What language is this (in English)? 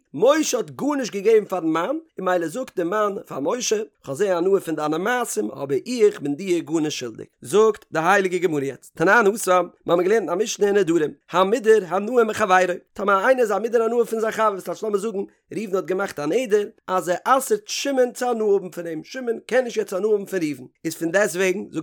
Yiddish